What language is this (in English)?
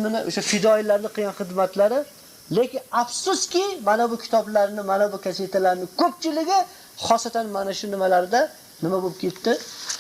Uzbek